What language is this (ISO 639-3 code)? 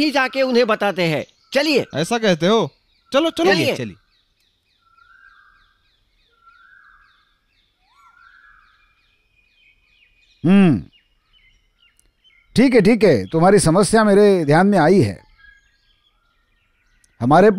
hin